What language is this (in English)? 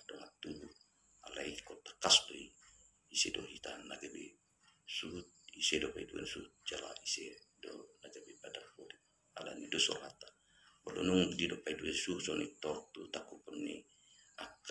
Batak Toba